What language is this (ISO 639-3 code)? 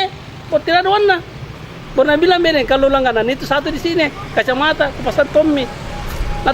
mfp